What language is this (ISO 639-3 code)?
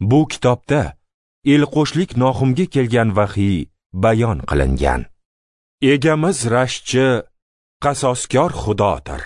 uzb